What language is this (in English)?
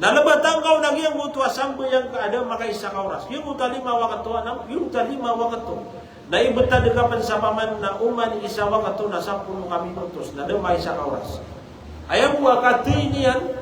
Maranao